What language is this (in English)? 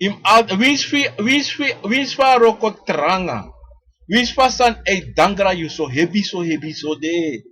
Sranan Tongo